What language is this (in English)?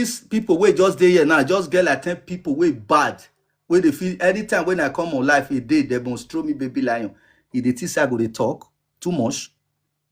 Nigerian Pidgin